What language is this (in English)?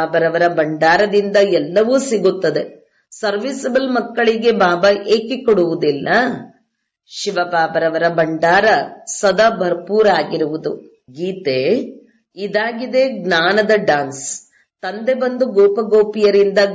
Kannada